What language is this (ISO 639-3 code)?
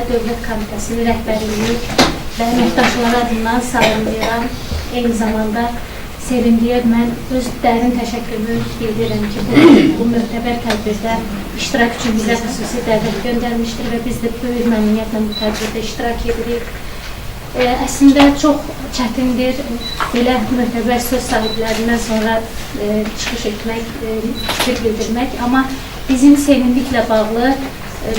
aze